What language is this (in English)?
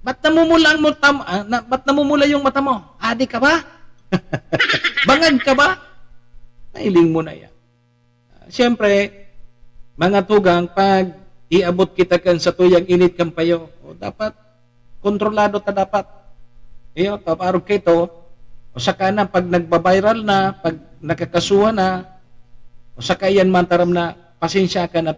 Bikol